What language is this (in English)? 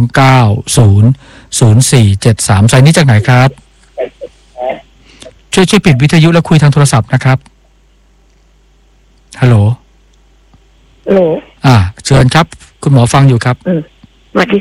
Thai